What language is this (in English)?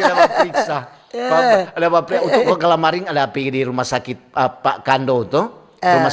Manado Malay